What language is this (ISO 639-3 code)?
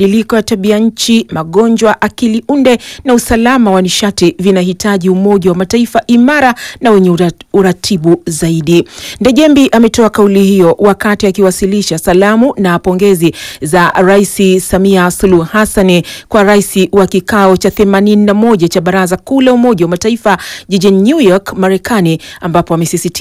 swa